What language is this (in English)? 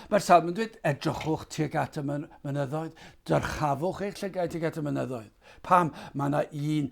Welsh